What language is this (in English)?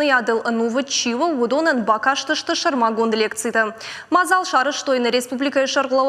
Ossetic